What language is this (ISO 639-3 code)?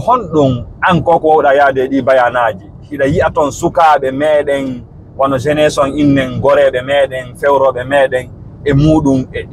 ful